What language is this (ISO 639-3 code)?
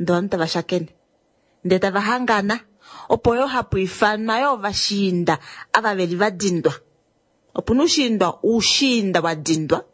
kua